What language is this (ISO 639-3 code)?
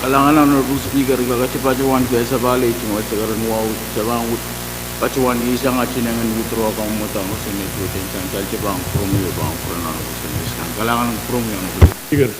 pon